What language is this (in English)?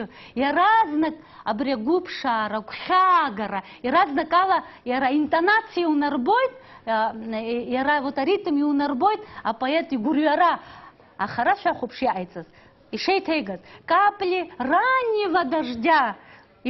Abkhazian